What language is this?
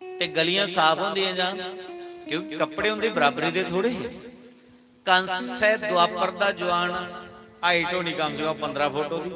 Dogri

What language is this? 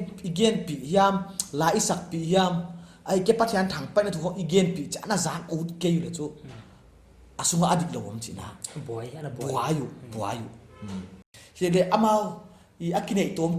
Paite Chin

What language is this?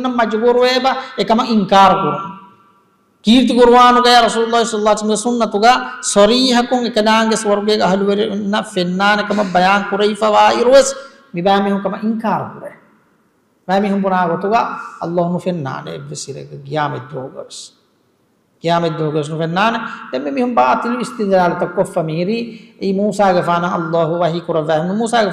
Divehi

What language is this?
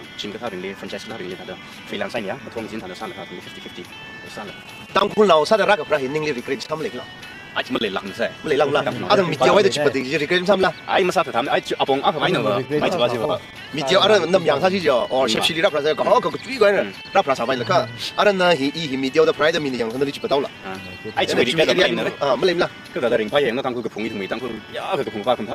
Tangkhul Naga (India)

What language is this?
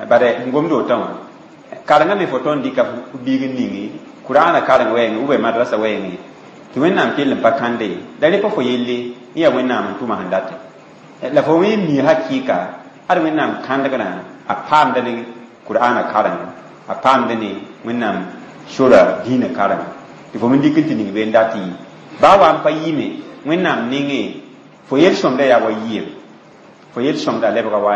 Mossi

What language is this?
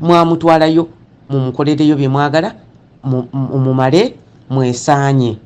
Ganda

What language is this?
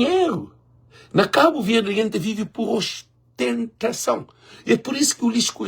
Kabuverdianu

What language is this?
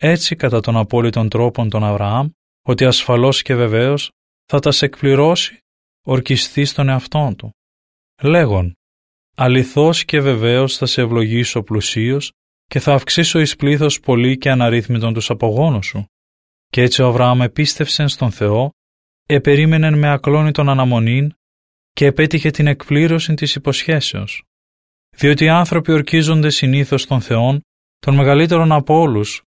Greek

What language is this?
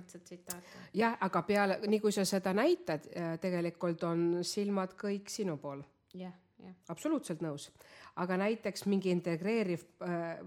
Estonian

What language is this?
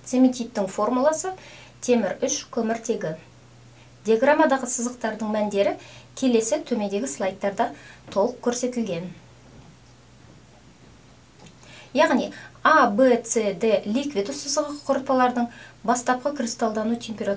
Kazakh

